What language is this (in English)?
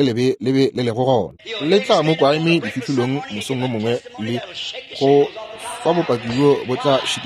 Northern Sotho